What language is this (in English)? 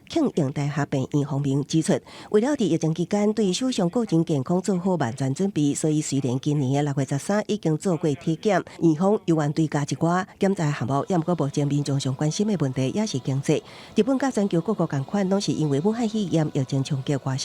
Min Nan Chinese